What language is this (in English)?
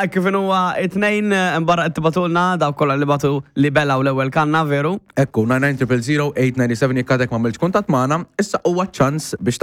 Maltese